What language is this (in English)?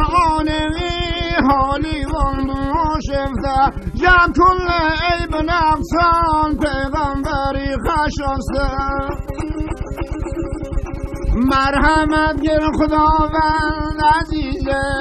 Persian